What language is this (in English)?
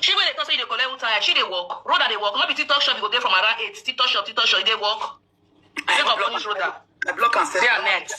Nigerian Pidgin